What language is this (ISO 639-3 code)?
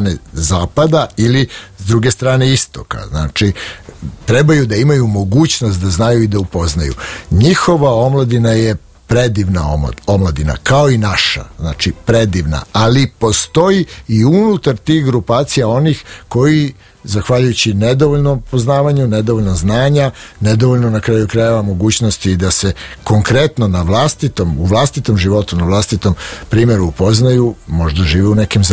srp